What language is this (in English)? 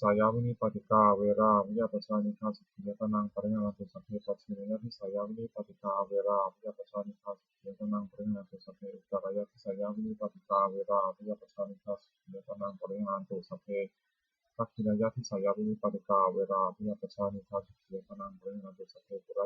Pali